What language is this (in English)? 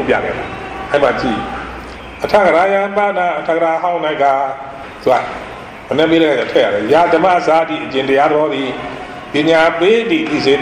Burmese